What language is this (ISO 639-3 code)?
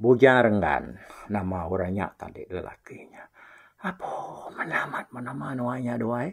iba